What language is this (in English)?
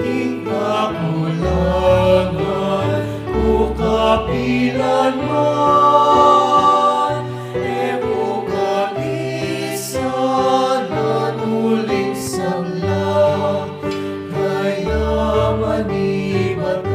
Pampanga